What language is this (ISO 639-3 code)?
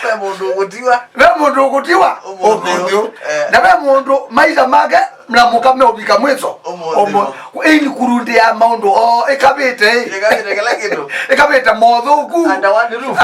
kam